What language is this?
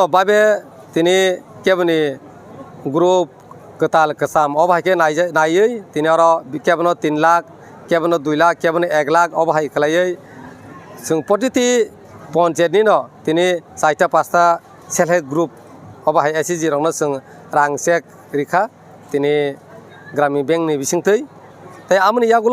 Kok Borok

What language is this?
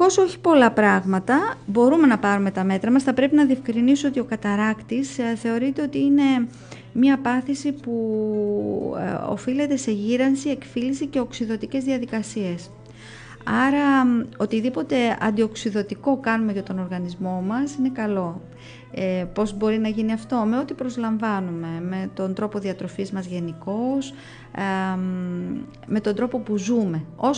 Greek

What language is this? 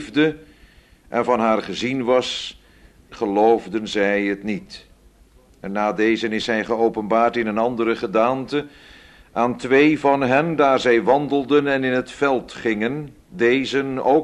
Dutch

